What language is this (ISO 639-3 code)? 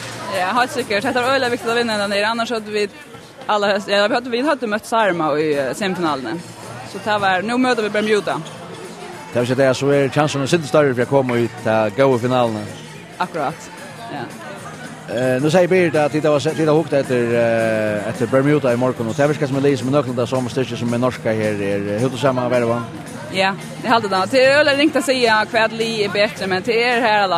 fao